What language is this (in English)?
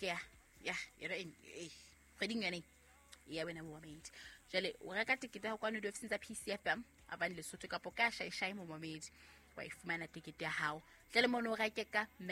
Southern Sotho